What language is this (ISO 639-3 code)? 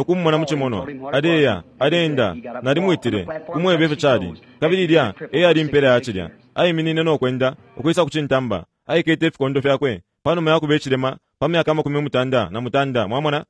bem